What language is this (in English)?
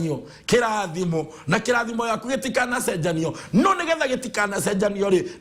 Kikuyu